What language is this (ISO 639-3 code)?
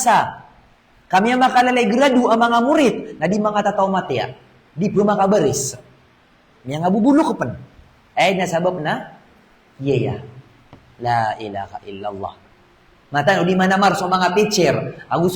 mrw